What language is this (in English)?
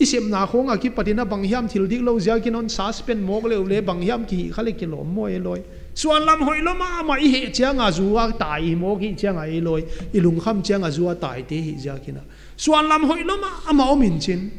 Paite Chin